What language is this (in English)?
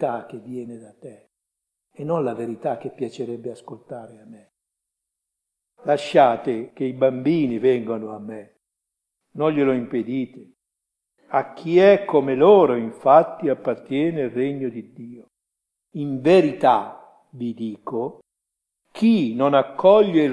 Italian